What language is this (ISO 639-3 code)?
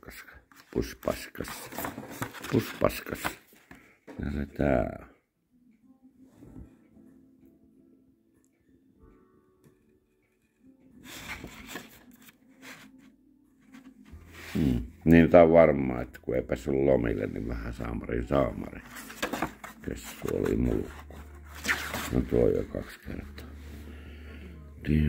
fin